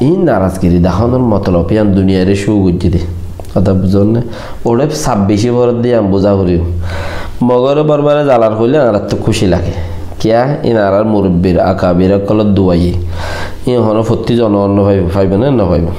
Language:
Rohingya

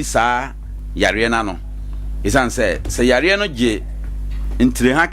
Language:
Akan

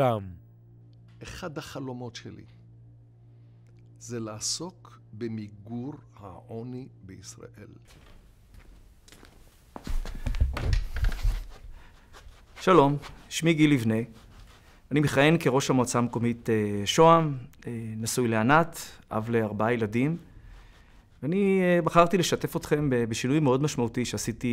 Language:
Hebrew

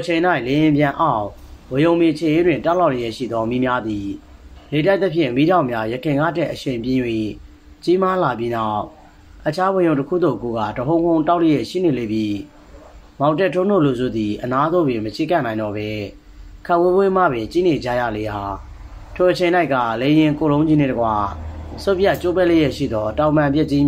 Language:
Burmese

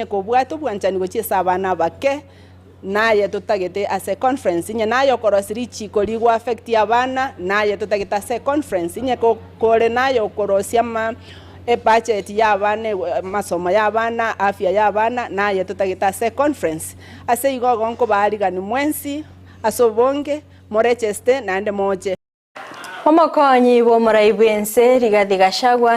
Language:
Gusii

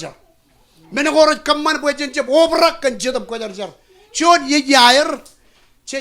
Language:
Marshallese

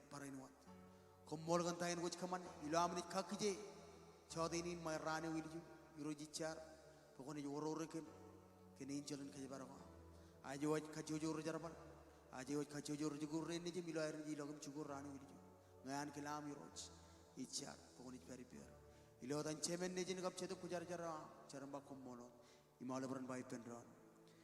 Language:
Marshallese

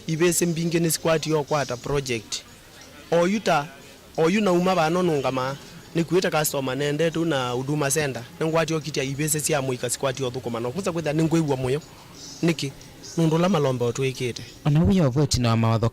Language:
Kamba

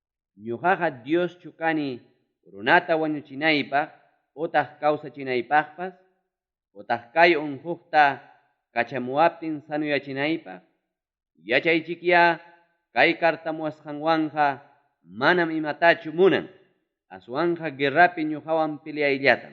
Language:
Ayacucho Quechua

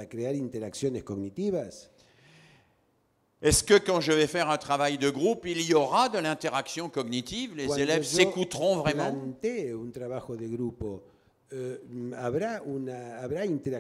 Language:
French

